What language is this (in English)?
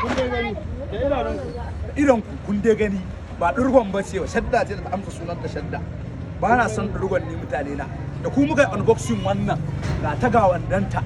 Hausa